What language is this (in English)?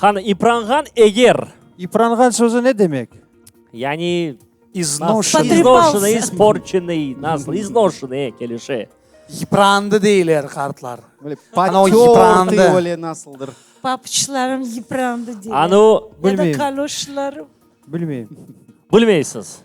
Crimean Tatar